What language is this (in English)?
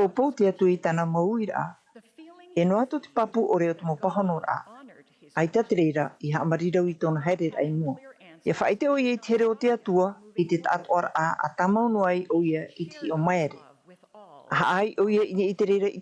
Tahitian